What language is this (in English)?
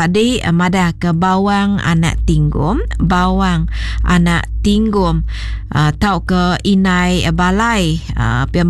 Iban